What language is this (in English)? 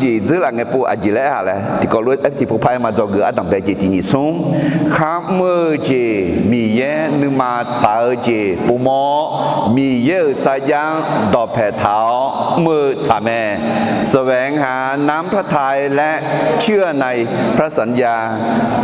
Akha